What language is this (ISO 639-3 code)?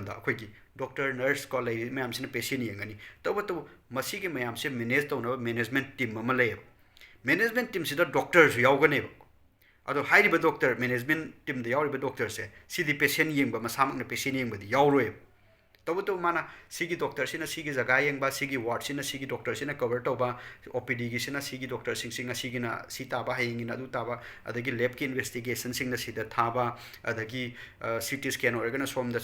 mni